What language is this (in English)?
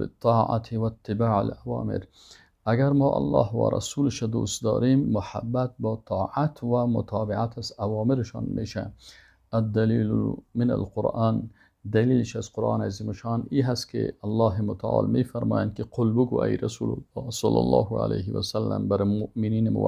Persian